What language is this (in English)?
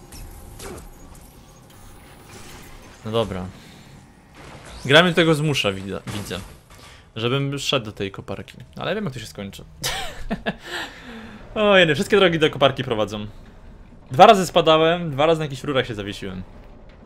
Polish